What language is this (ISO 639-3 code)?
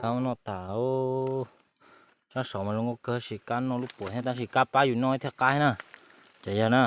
hmn